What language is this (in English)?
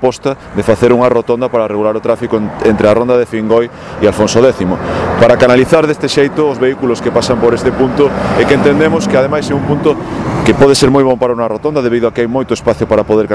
Galician